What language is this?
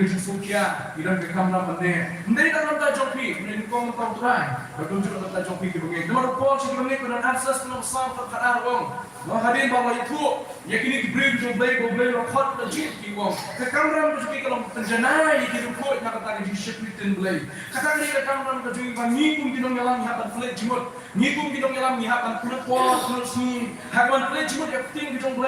Khasi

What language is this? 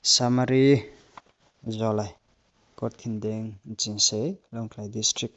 Riang (India)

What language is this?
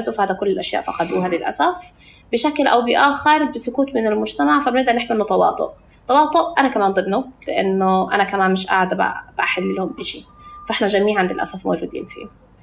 North Levantine Arabic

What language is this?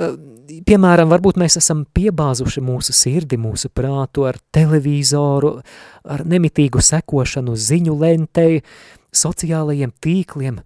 Latvian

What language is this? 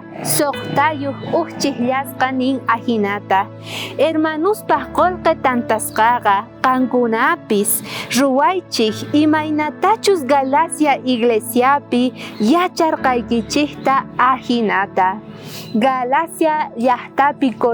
South Bolivian Quechua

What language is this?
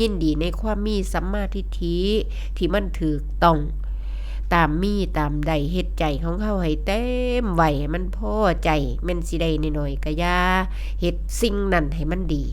Northeastern Thai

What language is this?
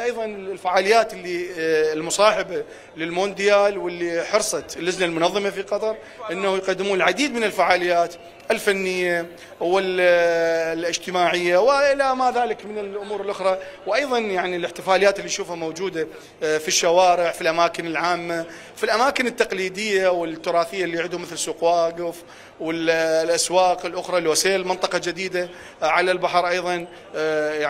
Mesopotamian Arabic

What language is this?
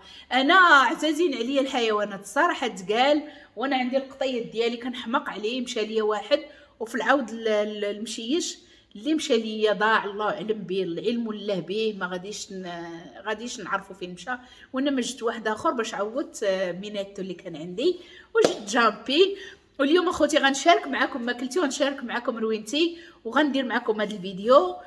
Moroccan Arabic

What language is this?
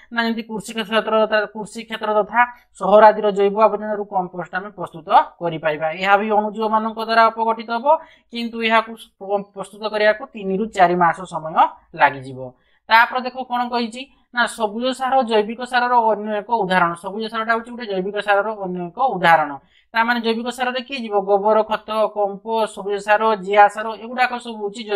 Odia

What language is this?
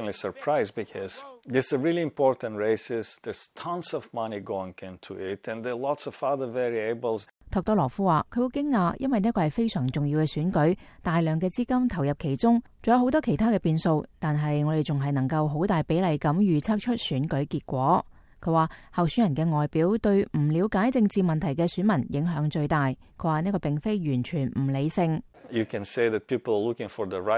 Cantonese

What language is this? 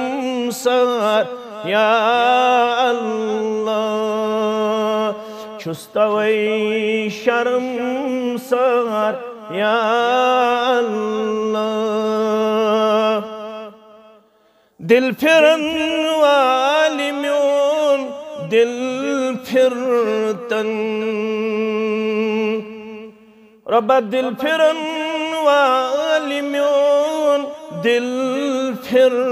Kashmiri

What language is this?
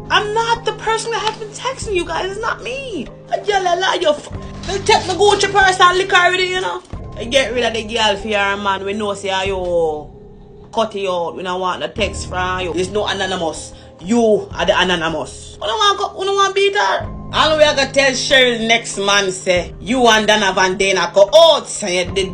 Jamaican Creole English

